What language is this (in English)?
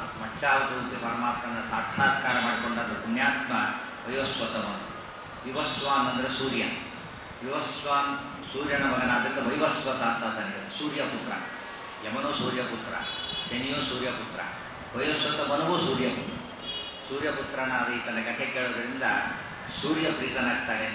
Kannada